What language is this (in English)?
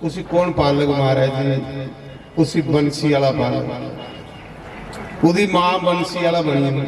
Dogri